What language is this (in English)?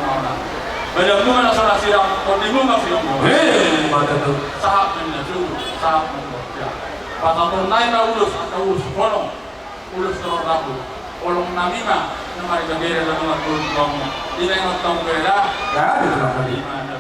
Batak Toba